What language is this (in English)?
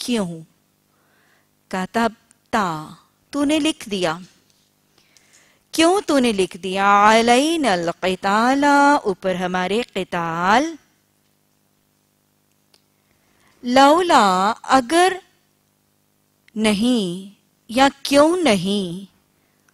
Urdu